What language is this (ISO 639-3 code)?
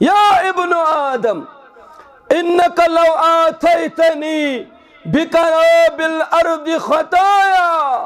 kas